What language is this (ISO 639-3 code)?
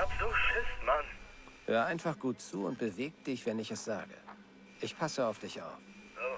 bar